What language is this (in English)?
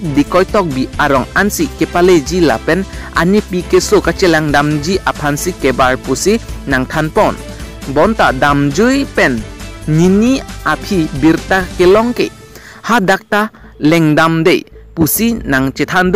Karbi